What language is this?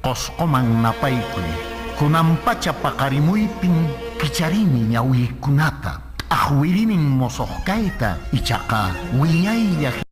Quechua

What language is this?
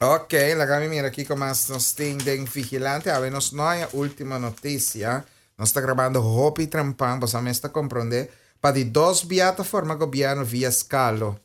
Papiamento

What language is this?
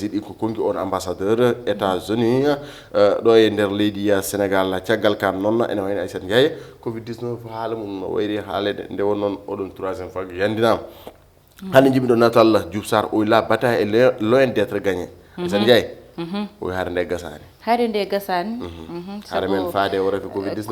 Fula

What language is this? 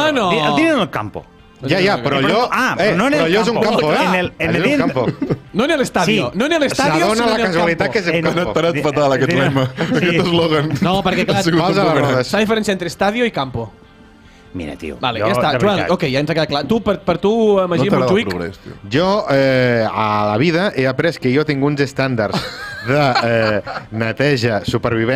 Catalan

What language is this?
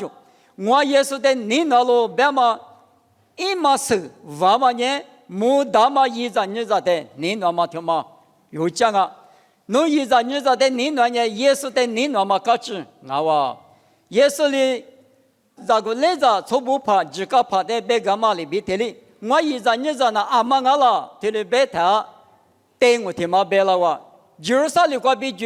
Lisu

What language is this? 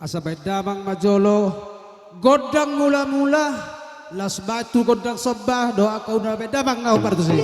Batak Toba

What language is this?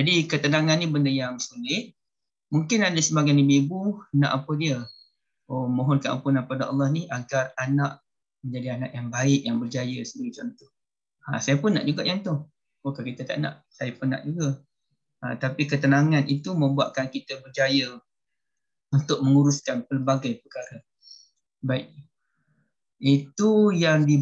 Malay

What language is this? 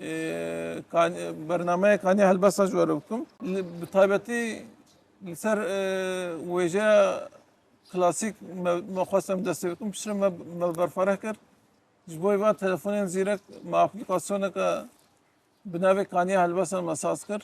Kurdish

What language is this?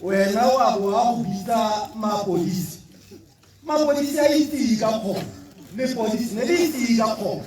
Tswana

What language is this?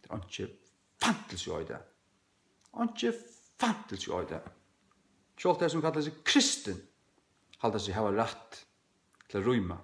Faroese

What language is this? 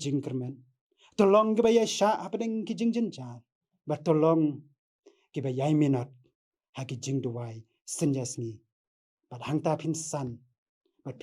Khasi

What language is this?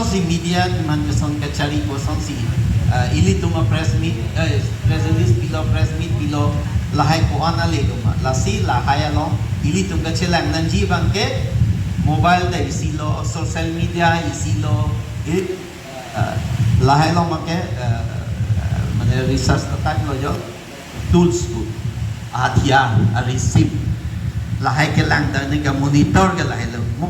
Karbi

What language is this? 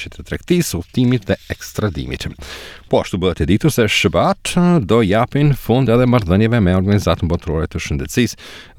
Albanian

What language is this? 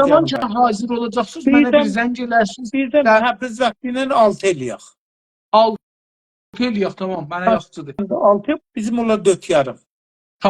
South Azerbaijani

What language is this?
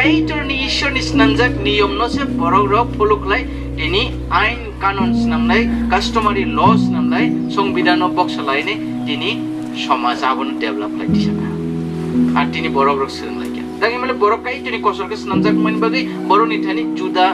Riang (India)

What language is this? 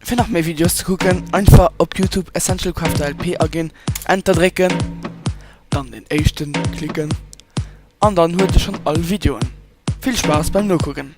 Luxembourgish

